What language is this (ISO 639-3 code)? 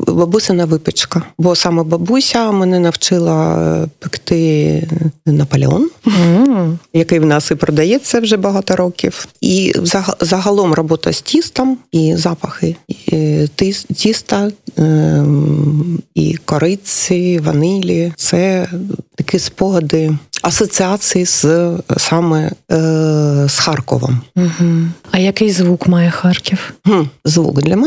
ukr